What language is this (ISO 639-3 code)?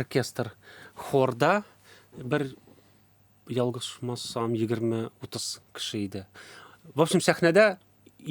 tat